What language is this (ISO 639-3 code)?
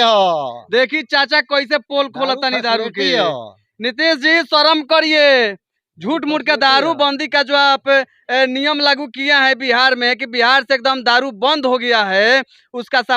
bho